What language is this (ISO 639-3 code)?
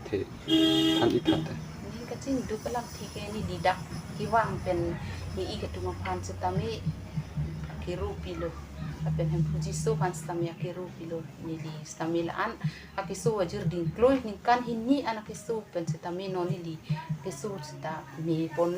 mjw